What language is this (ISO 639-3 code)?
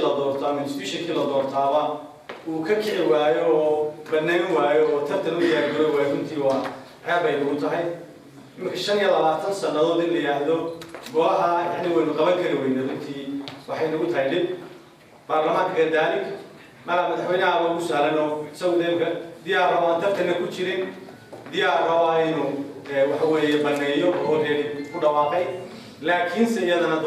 som